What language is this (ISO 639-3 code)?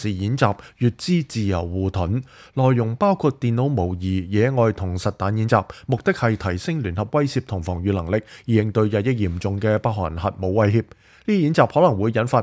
yue